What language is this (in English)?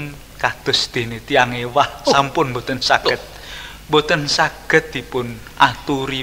Javanese